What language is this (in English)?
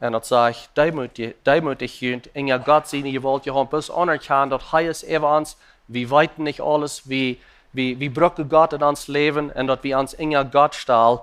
Plautdietsch